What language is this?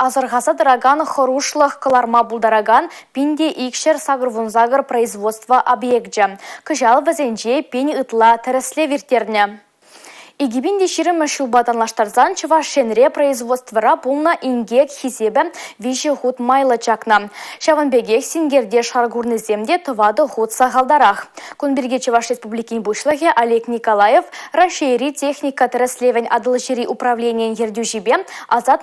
Chuvash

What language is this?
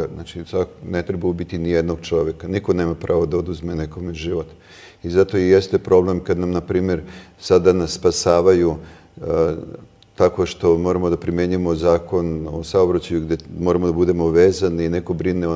Serbian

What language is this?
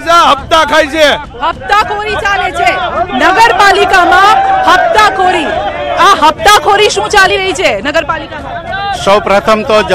Gujarati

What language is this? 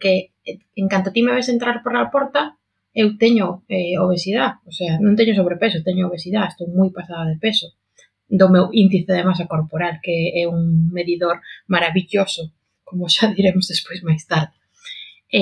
Galician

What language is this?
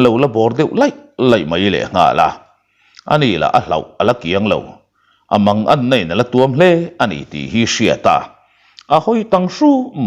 Mizo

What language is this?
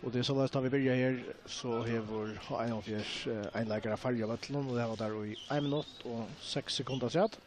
Faroese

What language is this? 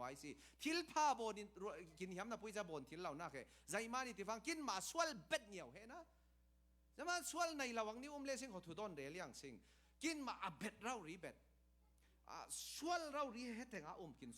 Falam Chin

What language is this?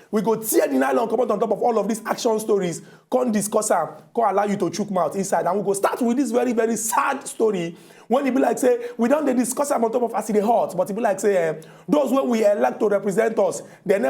Nigerian Pidgin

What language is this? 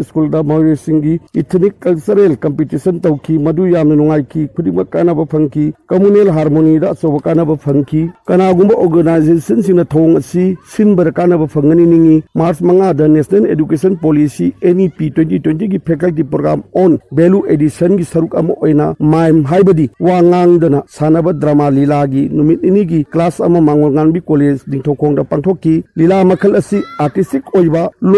Manipuri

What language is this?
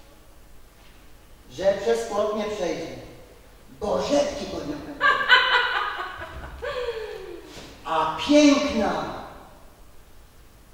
Polish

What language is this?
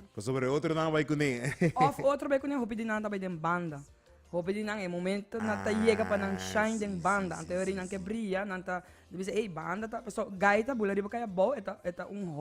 Papiamento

